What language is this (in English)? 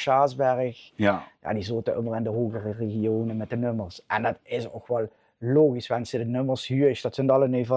Limburgish